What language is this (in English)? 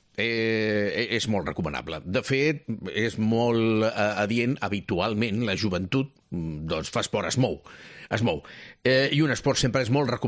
Catalan